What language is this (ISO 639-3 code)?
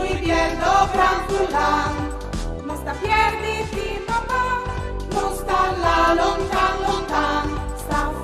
fur